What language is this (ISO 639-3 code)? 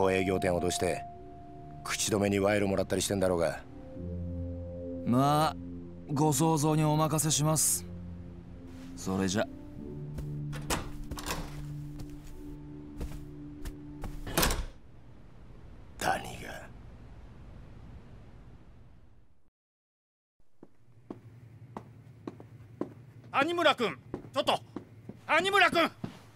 jpn